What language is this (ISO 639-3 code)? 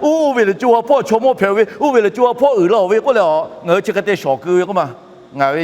lhu